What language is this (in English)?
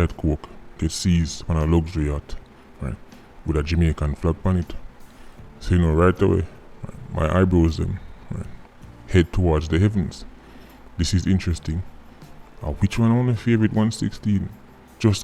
Jamaican Creole English